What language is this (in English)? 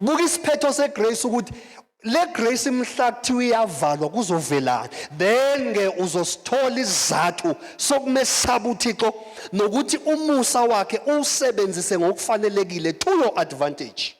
Zulu